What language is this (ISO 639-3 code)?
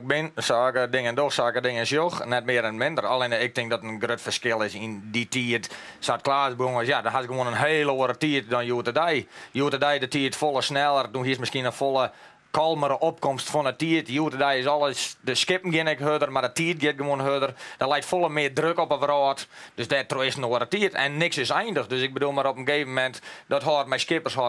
fry